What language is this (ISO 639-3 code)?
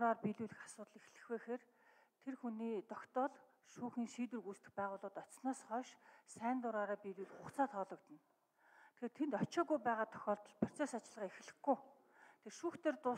mon